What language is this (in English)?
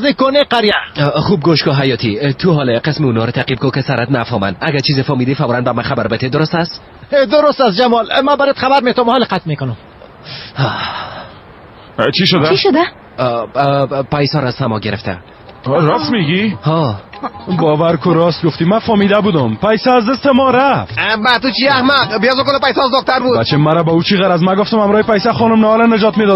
Persian